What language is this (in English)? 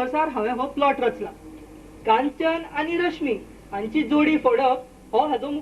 Konkani